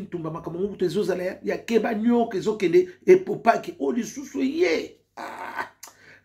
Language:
Lingala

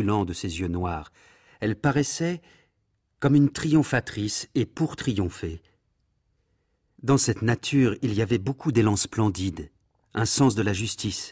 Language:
French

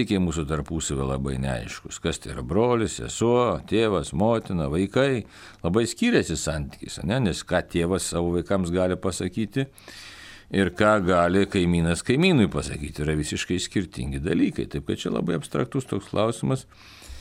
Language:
Lithuanian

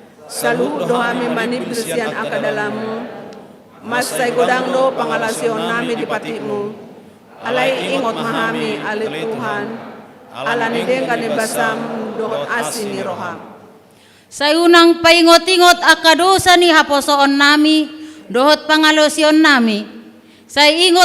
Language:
Batak Toba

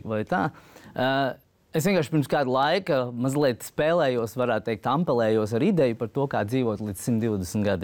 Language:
Latvian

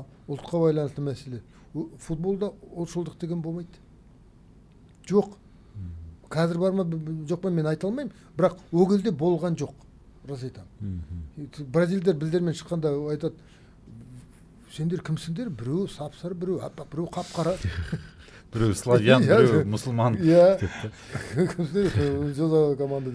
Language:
Kazakh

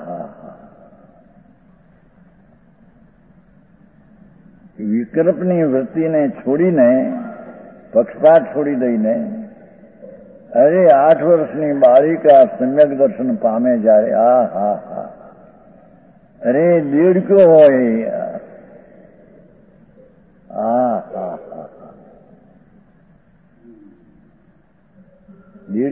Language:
Gujarati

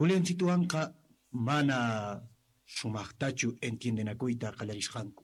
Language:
South Bolivian Quechua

